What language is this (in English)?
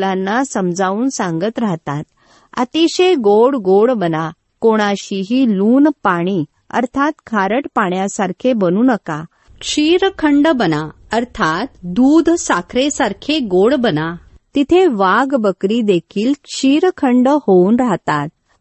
Marathi